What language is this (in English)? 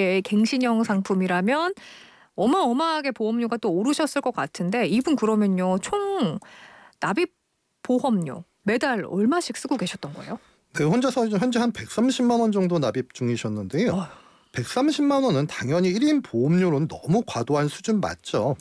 Korean